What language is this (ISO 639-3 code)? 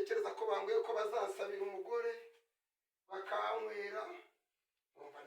kin